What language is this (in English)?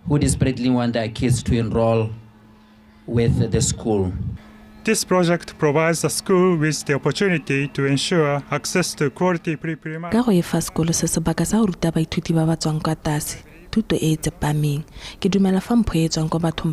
Tswana